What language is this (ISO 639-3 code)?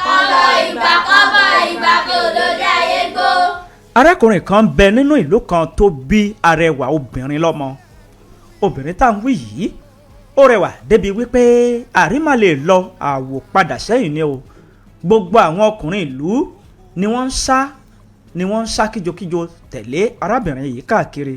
yor